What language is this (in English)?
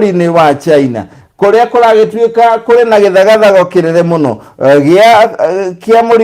Kikuyu